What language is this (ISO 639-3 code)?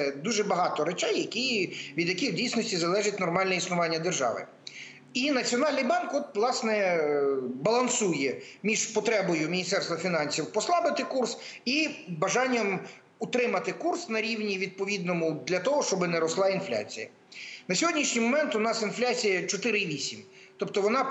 ukr